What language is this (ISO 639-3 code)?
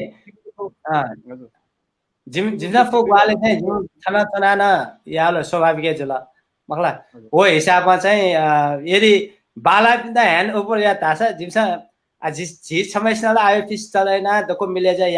new